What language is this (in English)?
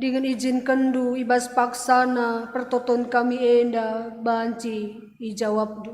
Batak Karo